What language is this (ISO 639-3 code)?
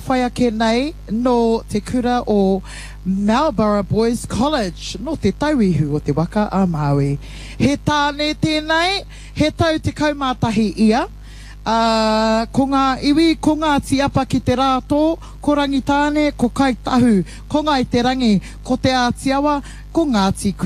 mri